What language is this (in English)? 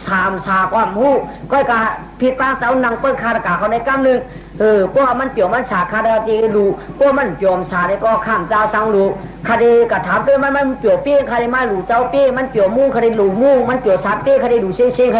Shan